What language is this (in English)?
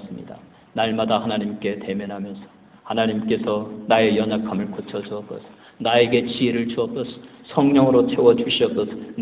Korean